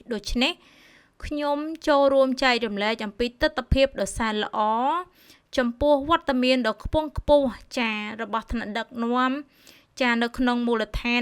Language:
Khmer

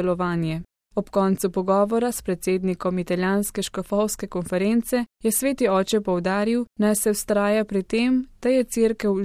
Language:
Slovenian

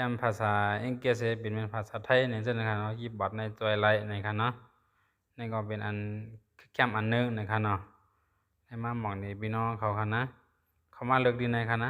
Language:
Shan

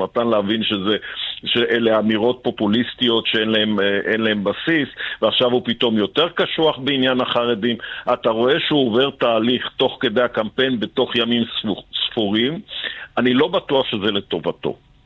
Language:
Hebrew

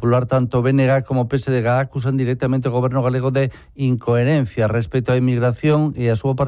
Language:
Galician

